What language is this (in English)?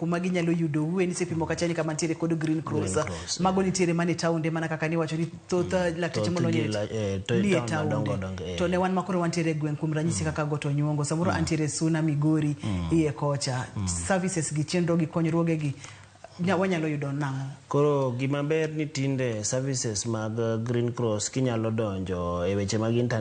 Luo (Kenya and Tanzania)